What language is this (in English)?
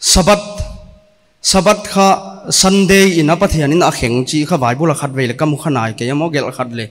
Paite Chin